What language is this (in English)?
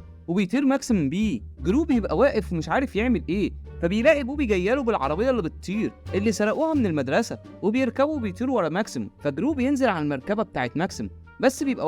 Egyptian Arabic